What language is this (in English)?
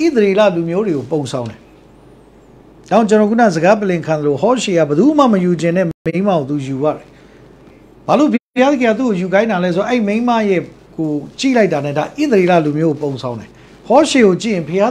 Burmese